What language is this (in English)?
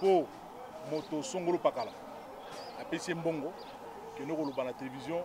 Lingala